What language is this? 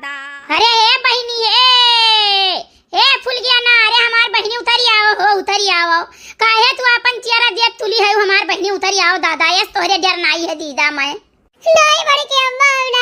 Awadhi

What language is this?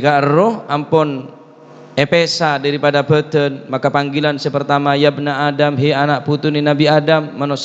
Madurese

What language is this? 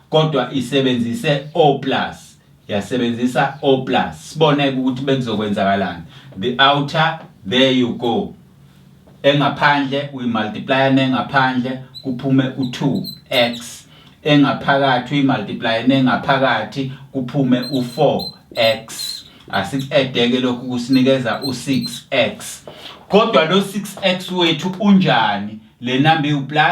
Zulu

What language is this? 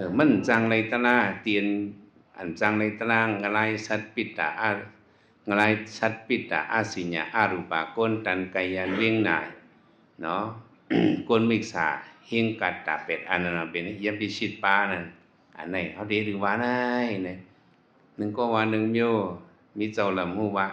Shan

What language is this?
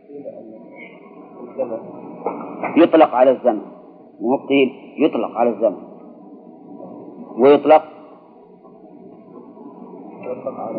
Arabic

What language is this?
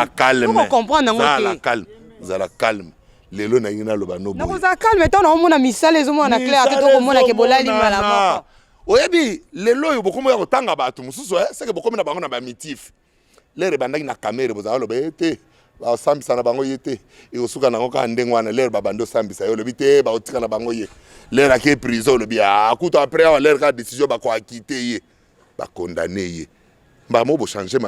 Lingala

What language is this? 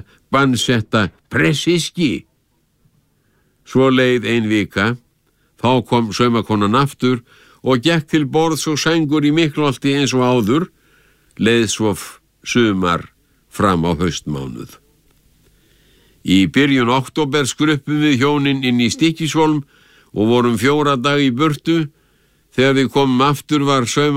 Icelandic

